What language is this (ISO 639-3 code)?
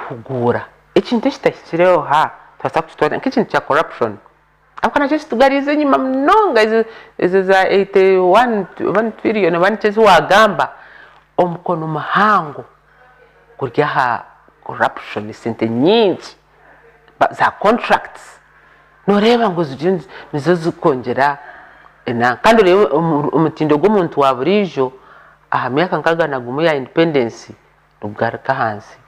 nyn